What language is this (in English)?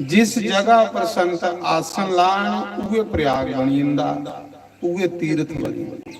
Dogri